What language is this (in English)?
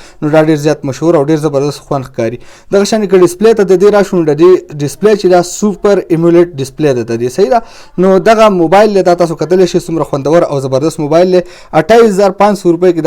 Pashto